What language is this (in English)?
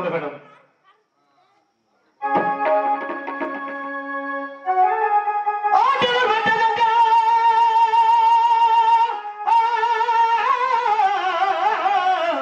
Tamil